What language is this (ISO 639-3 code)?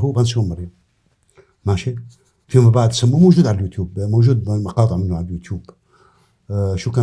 apc